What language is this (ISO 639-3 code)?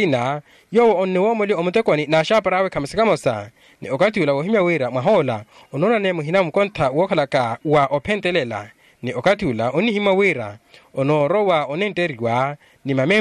vmw